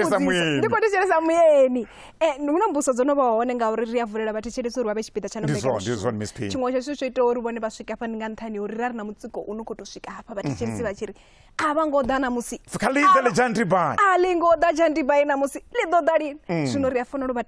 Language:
Venda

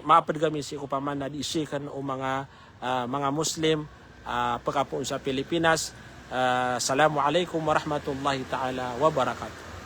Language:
Maranao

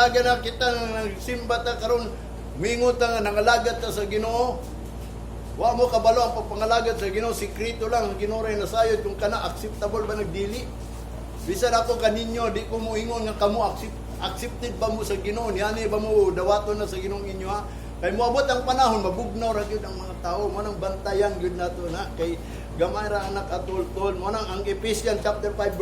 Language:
Cebuano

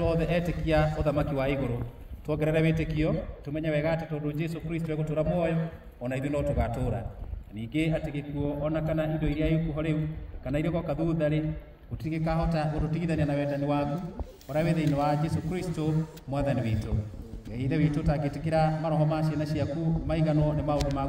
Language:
Kikuyu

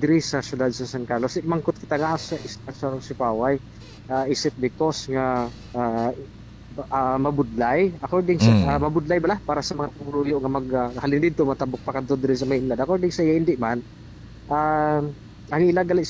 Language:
Hiligaynon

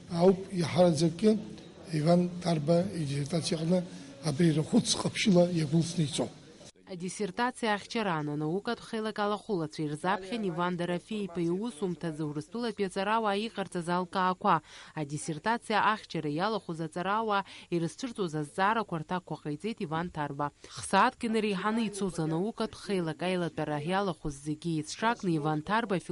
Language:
Abkhazian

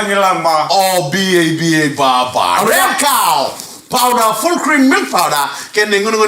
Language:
Fijian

